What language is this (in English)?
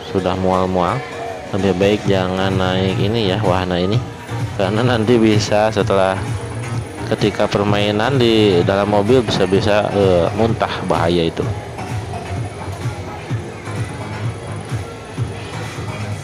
Indonesian